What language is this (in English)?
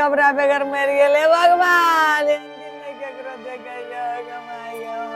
Maithili